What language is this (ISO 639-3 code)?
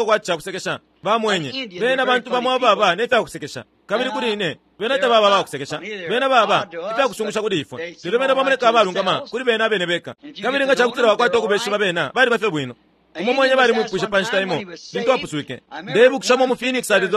bem